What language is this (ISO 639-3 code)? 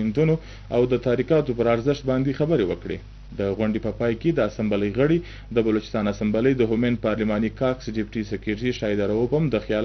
pus